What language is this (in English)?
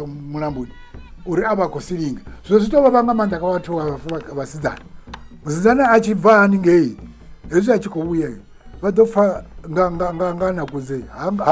Venda